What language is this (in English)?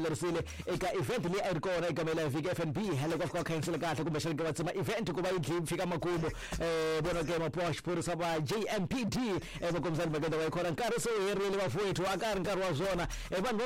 Tsonga